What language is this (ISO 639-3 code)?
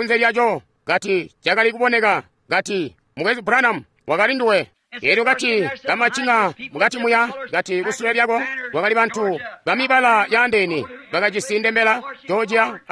toi